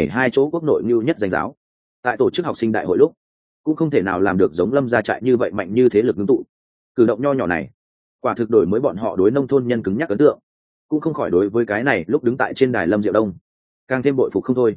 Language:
Vietnamese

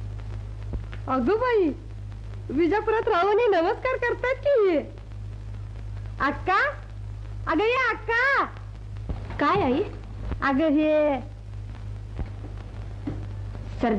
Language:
Marathi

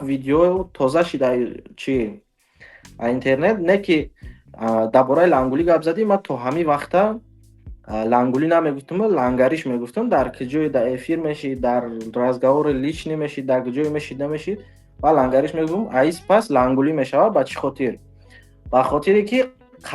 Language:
Tajik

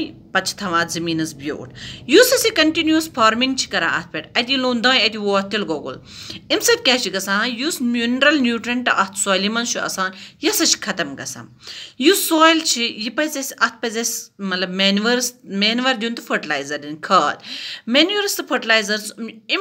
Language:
Kashmiri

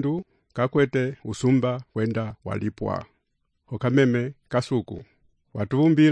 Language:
Umbundu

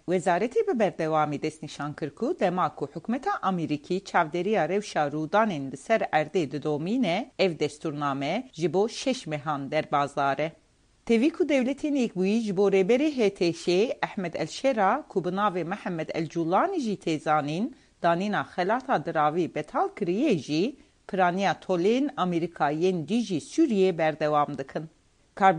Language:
Kurdish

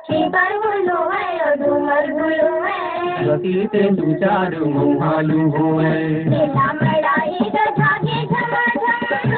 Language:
Chhattisgarhi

